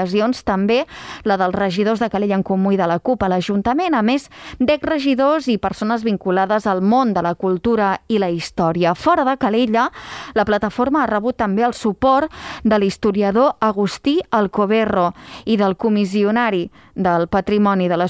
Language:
Catalan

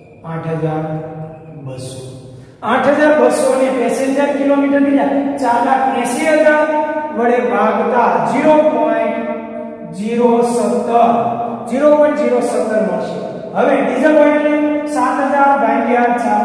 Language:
Gujarati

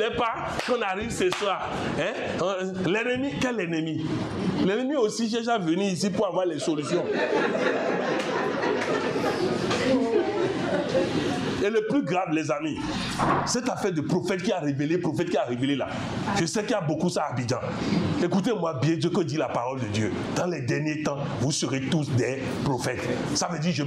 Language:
French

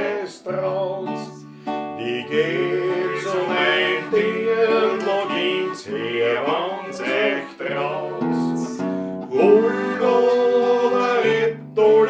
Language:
Bavarian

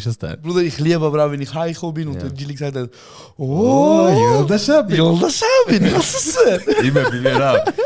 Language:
Swiss German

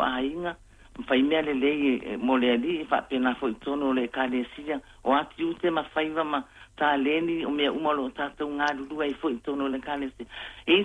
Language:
Samoan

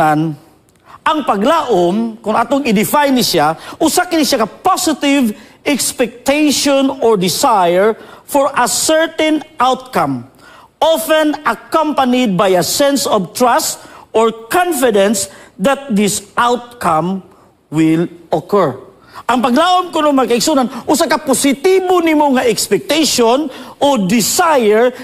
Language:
Cebuano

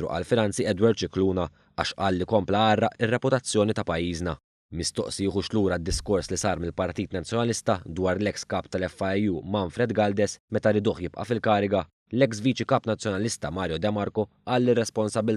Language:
Maltese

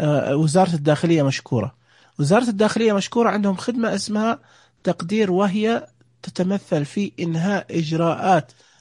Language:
Najdi Arabic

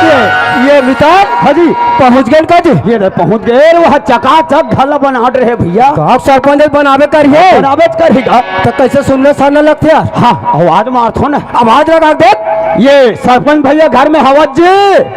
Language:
Chhattisgarhi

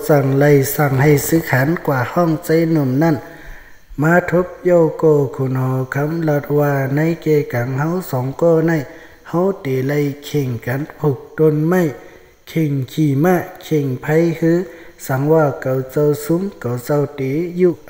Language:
Shan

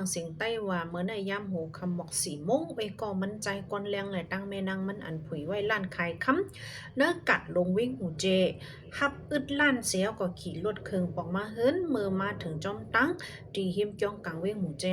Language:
Shan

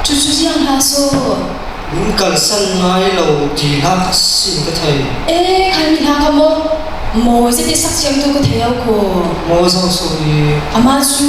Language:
Falam Chin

